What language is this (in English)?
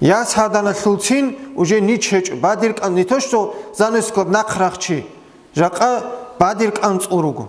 Avaric